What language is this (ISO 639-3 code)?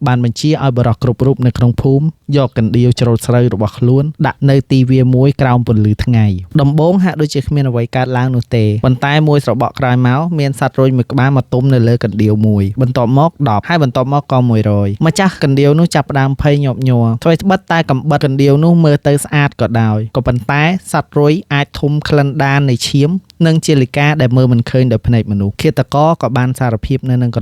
khm